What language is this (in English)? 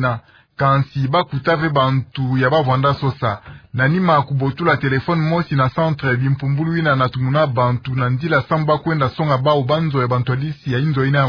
Kituba (Democratic Republic of Congo)